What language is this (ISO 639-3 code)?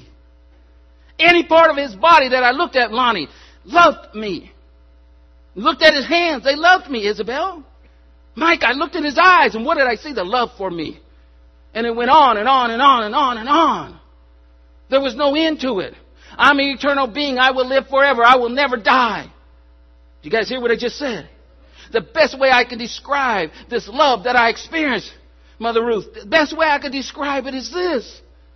eng